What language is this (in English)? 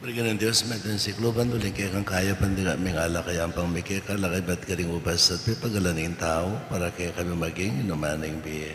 Pampanga